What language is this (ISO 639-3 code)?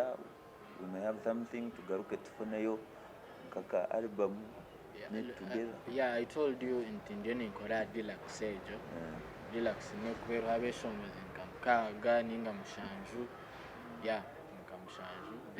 nyn